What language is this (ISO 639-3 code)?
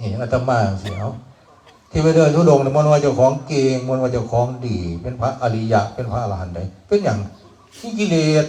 tts